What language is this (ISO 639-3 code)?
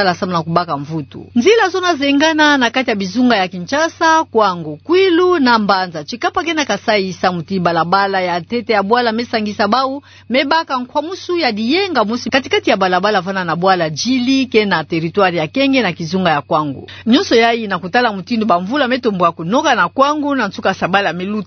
ktu